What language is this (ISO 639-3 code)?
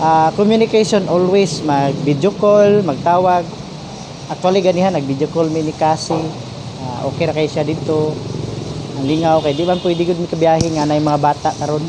ceb